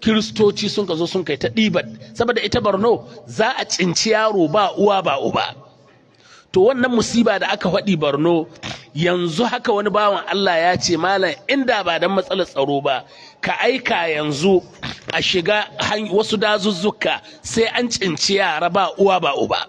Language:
Hausa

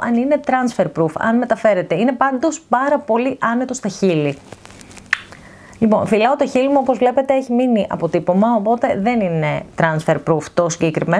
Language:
Greek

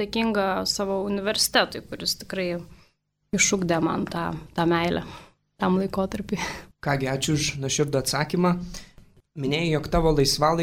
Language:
Lithuanian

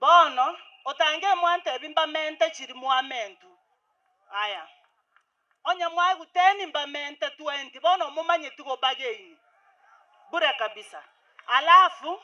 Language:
Gusii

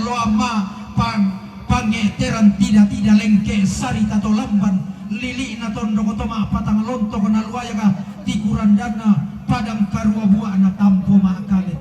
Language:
Toraja-Sa'dan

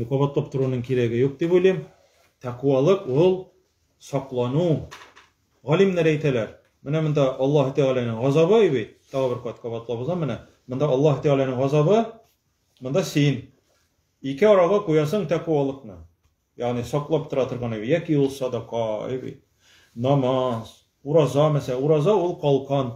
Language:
Tatar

